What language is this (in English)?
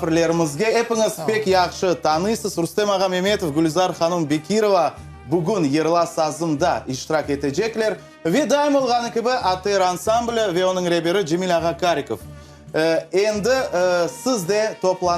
Crimean Tatar